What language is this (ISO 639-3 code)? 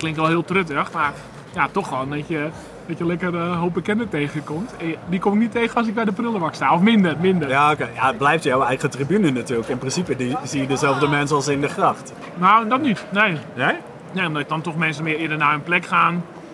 nld